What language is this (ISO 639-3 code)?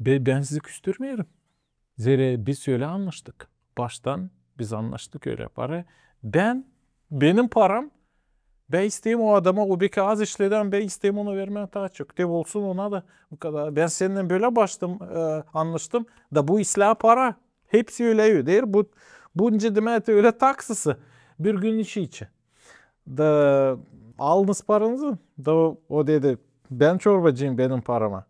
gag